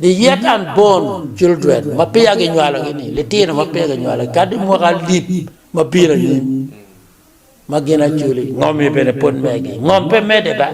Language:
Acoli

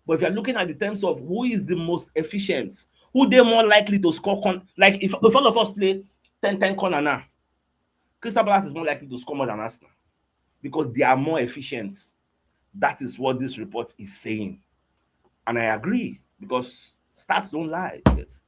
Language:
Nigerian Pidgin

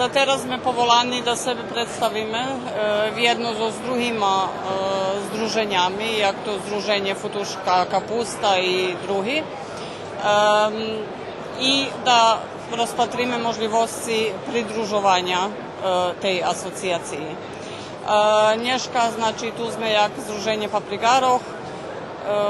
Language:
Rusyn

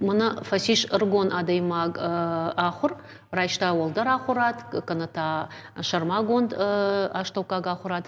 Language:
Ossetic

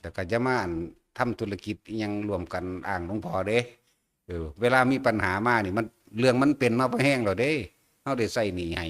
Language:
Northeastern Thai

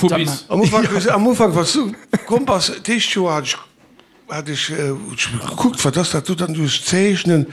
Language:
Luxembourgish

